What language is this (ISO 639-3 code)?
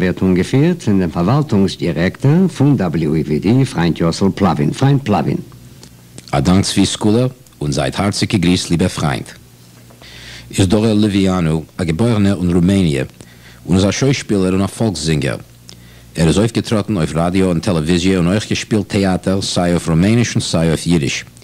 yid